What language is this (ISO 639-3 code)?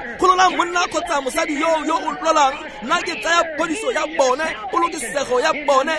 tsn